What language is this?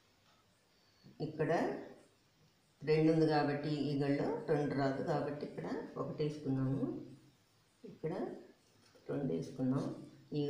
Telugu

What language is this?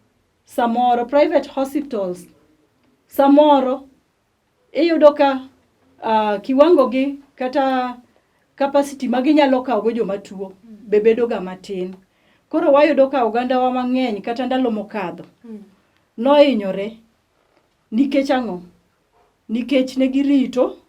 Luo (Kenya and Tanzania)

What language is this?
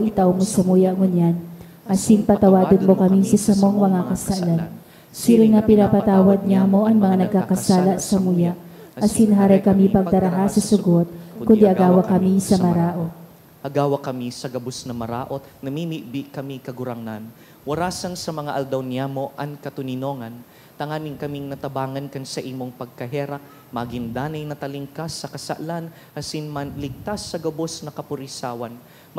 Bikol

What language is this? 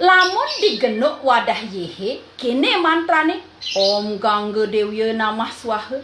Balinese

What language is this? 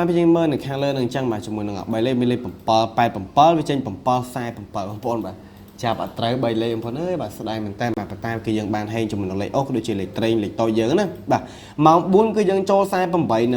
Khmer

